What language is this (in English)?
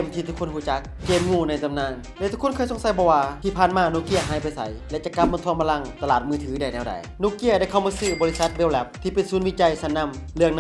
Lao